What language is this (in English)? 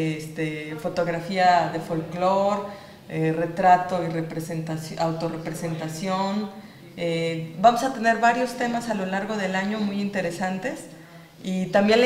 Spanish